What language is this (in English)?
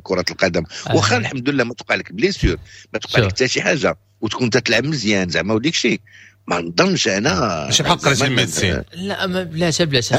Moroccan Arabic